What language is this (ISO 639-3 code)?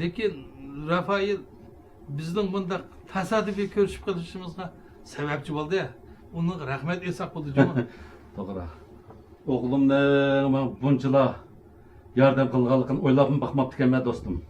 uig